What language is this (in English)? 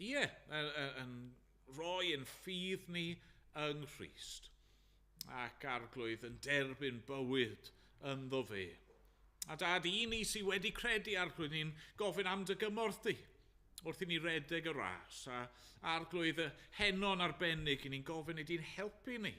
Welsh